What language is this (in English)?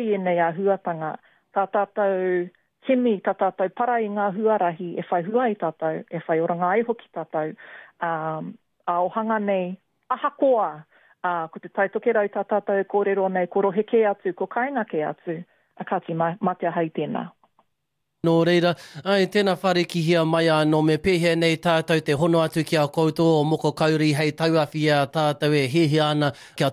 Māori